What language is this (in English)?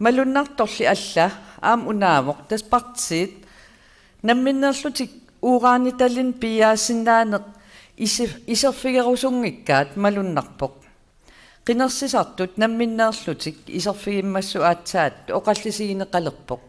Kalaallisut